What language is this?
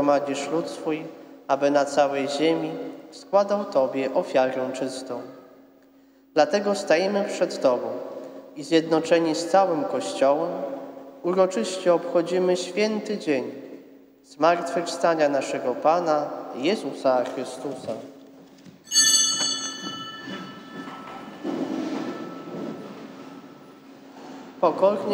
Polish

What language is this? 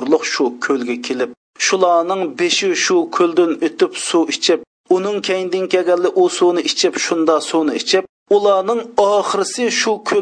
Uyghur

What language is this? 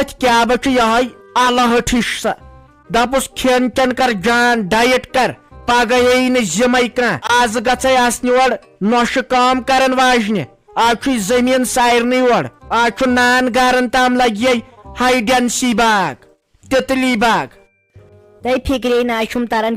Kashmiri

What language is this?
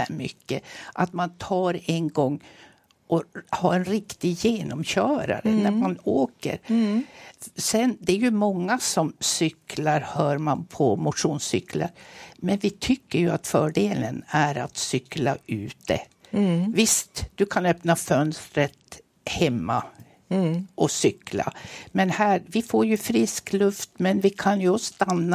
Swedish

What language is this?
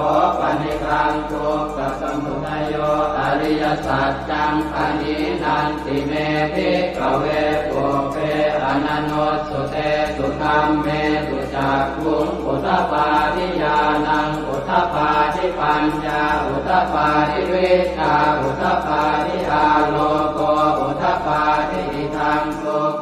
Pali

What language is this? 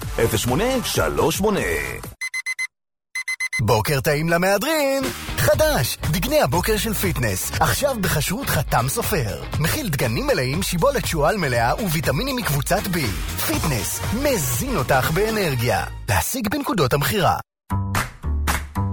Hebrew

